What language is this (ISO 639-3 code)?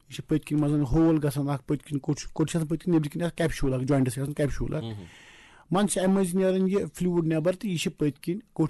kas